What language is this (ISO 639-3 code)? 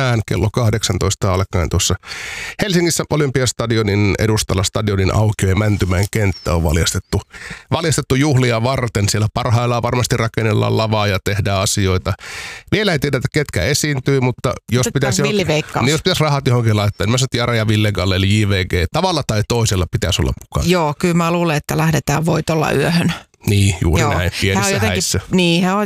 fin